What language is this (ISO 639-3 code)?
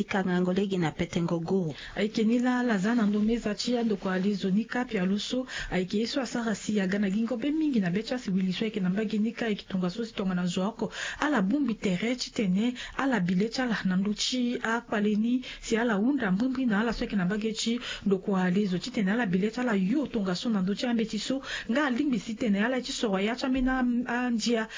sag